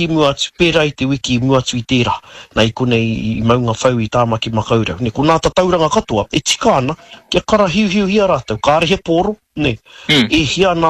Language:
Māori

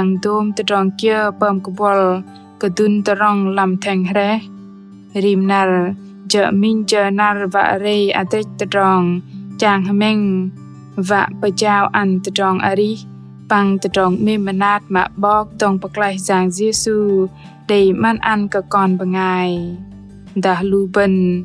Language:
Bahnar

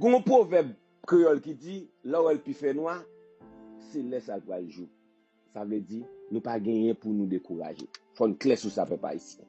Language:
Haitian Creole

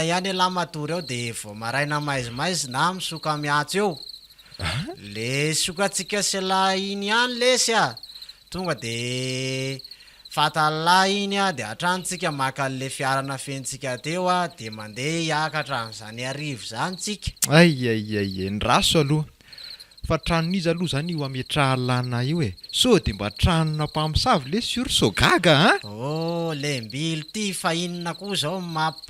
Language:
Malagasy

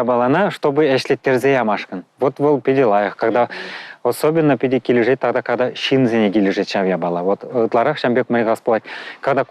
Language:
Chuvash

